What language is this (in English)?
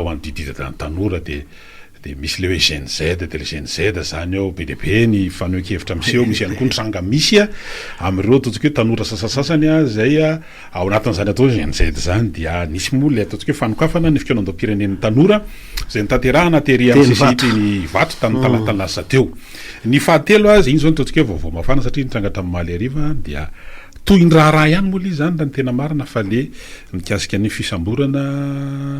Malagasy